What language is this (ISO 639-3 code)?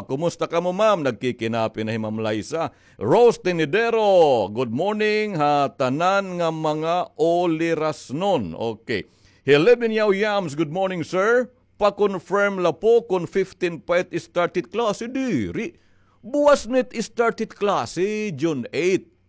war